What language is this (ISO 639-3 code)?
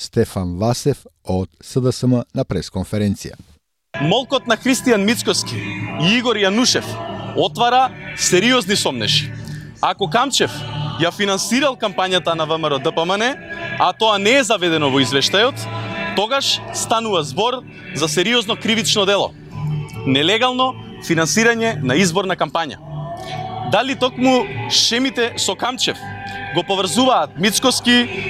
mkd